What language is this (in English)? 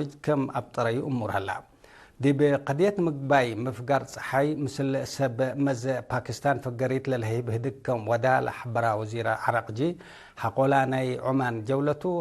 Tigre